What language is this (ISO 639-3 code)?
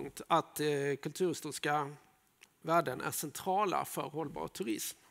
swe